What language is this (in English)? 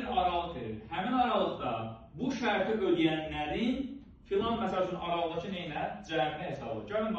Azerbaijani